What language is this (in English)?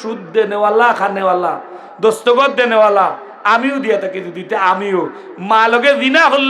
Sylheti